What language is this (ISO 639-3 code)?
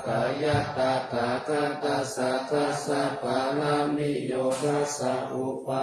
pli